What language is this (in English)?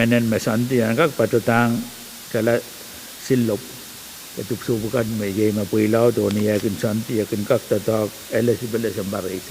Pohnpeian